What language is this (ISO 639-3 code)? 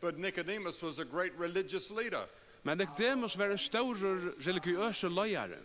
fao